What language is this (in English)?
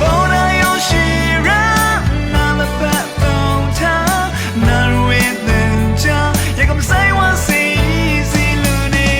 Rawang